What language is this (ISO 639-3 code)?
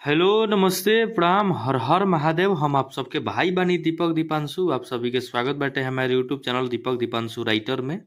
bho